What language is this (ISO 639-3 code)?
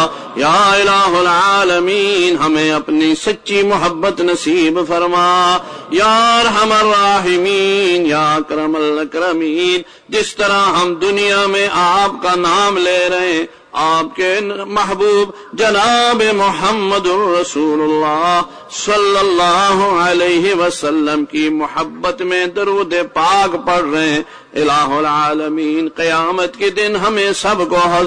urd